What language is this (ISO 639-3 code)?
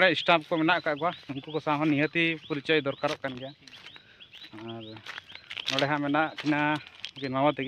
sat